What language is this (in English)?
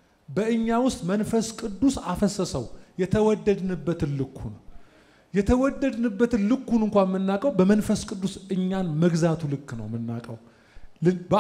Amharic